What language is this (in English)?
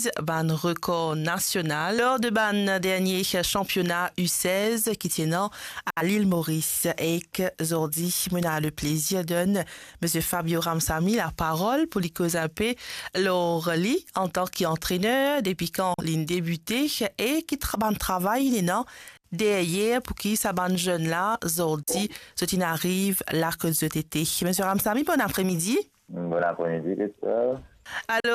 Morisyen